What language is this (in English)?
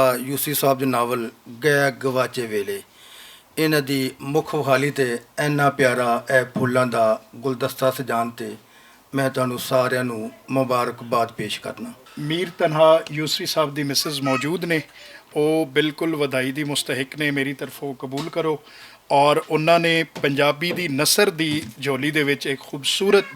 Western Panjabi